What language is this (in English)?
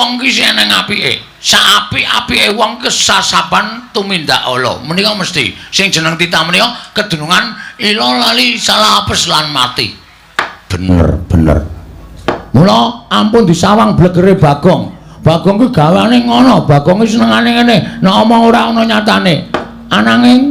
Javanese